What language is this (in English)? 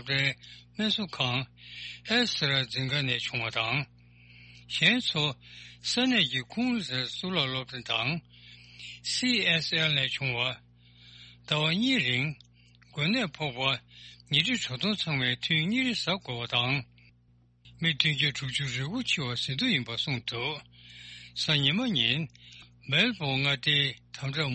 Tibetan